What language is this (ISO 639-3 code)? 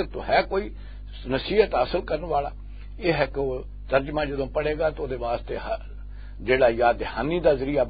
lah